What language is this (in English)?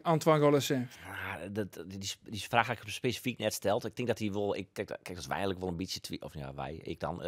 Western Frisian